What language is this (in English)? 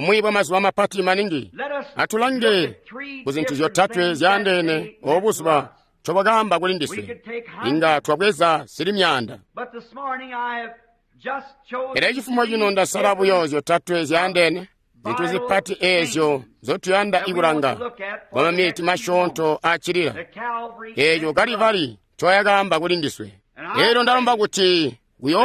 Tonga (Zambia)